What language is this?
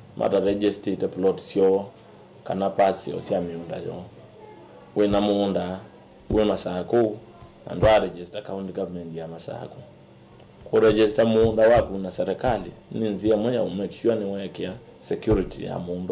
Kamba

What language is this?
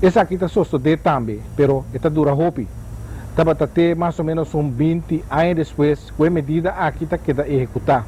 Papiamento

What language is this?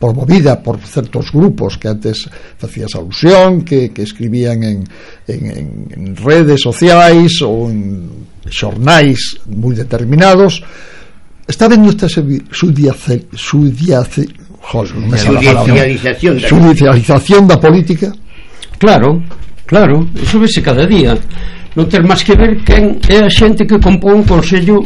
Galician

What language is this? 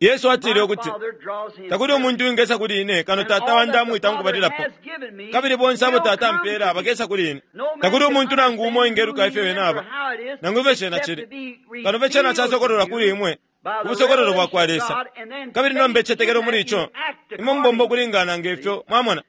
Bemba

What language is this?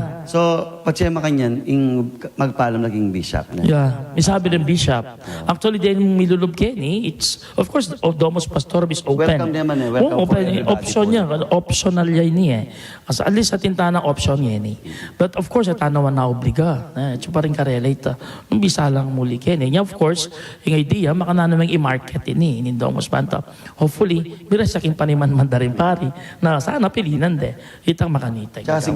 Pampanga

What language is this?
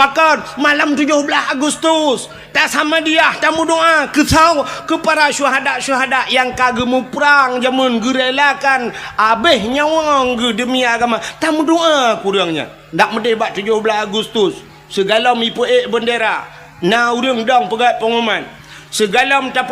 Achinese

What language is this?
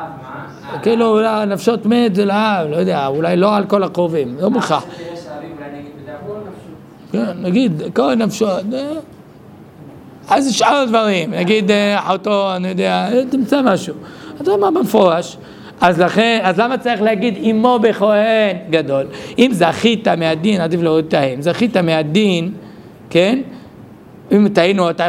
Hebrew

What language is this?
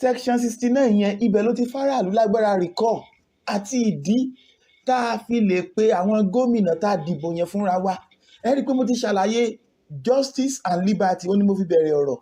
Yoruba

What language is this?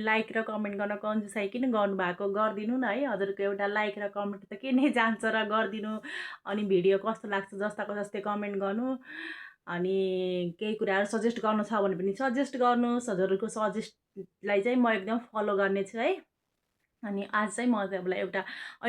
Nepali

